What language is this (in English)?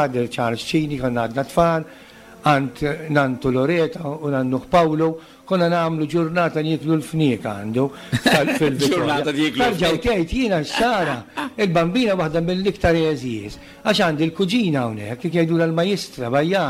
Maltese